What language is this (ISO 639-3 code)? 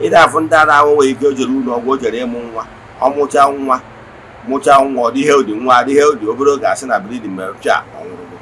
ibo